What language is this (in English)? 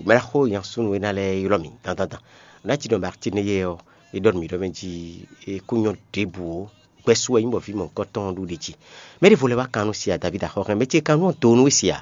Fon